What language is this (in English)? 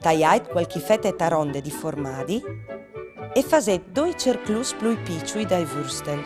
Friulian